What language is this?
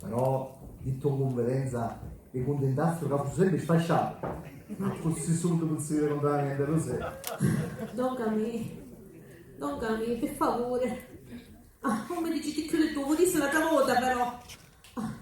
Sicilian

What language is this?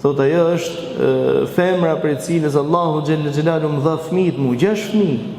Albanian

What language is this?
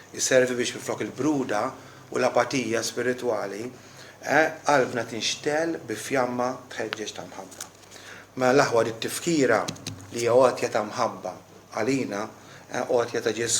Maltese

